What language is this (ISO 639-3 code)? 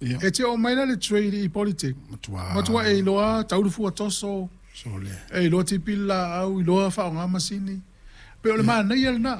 smo